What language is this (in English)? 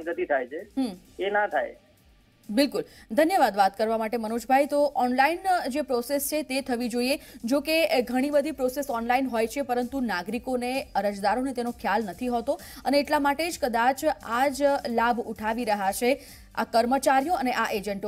Gujarati